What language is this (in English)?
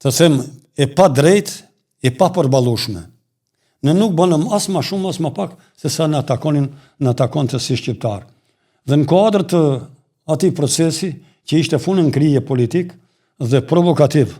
Albanian